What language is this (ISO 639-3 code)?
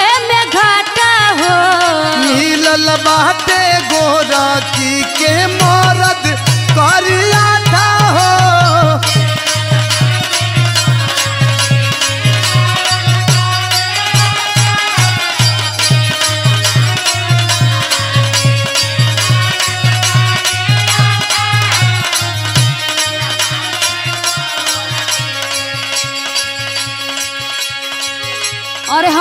bho